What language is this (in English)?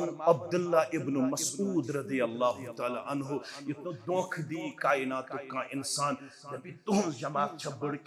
Kashmiri